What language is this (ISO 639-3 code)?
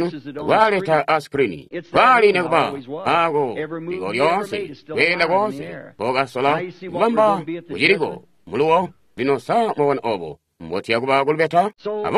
toi